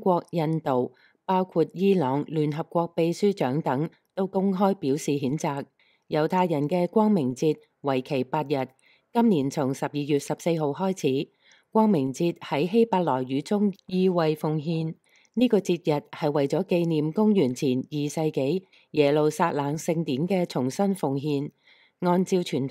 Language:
Cantonese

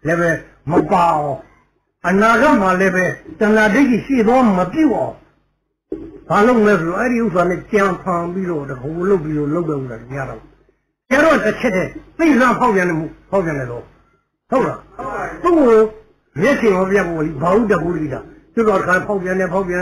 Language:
Burmese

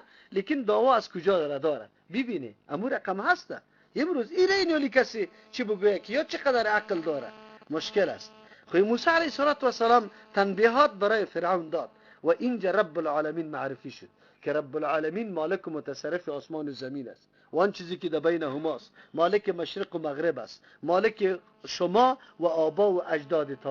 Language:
Persian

